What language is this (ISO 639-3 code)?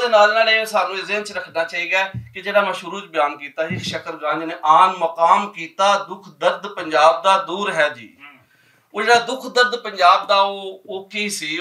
lah